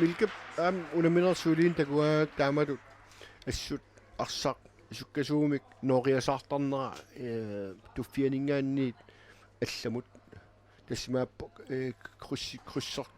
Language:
Kalaallisut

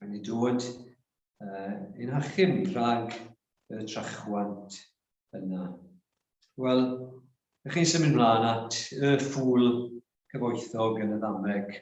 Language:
Welsh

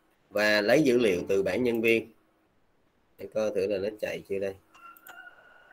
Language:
Vietnamese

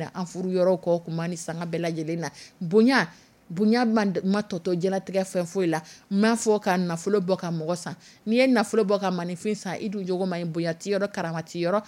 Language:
Dyula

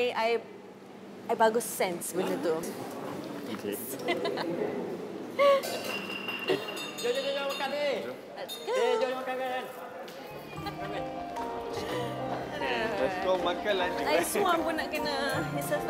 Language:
Malay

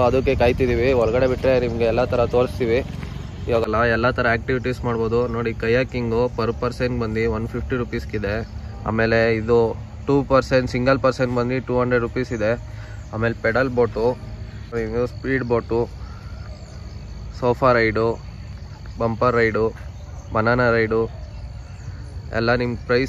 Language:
Kannada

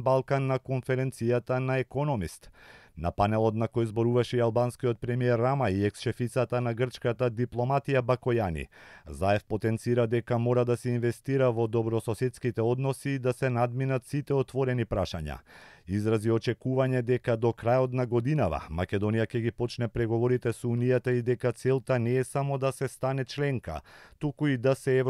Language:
Macedonian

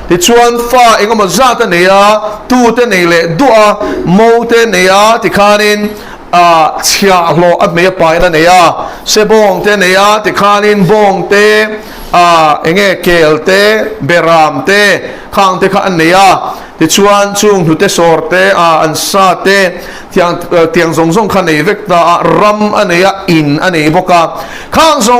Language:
Mizo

